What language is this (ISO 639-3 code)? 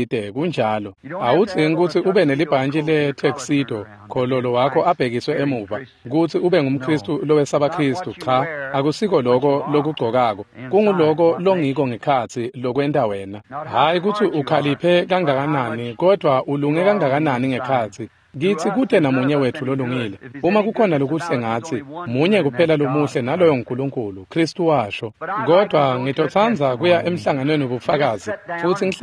ssw